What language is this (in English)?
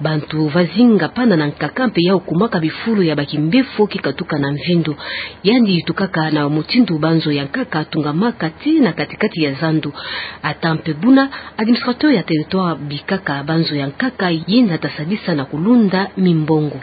Kituba (Democratic Republic of Congo)